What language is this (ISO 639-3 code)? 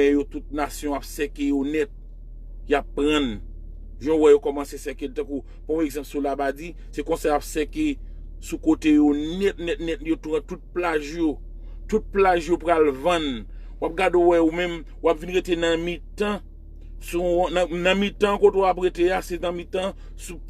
hat